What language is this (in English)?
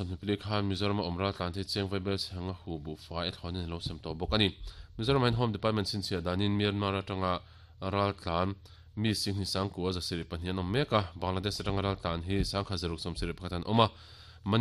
Mizo